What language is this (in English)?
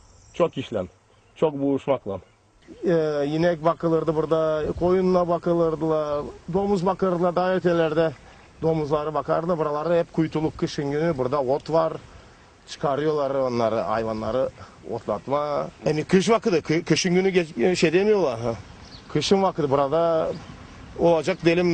Gagauz